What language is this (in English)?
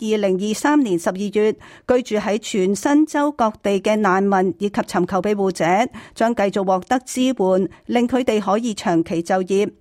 Cantonese